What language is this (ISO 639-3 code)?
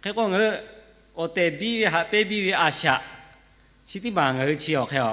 lhu